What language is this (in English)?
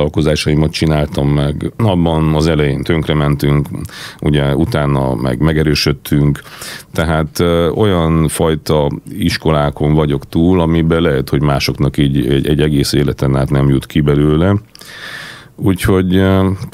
Hungarian